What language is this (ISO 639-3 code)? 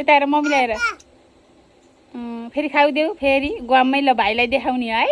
nep